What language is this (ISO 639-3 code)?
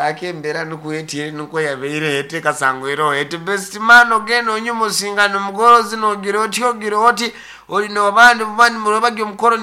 nyn